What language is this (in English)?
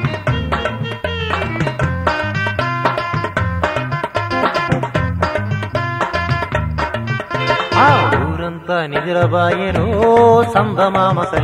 Telugu